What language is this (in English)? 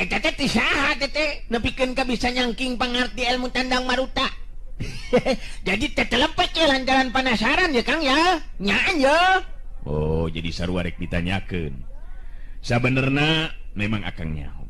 Sundanese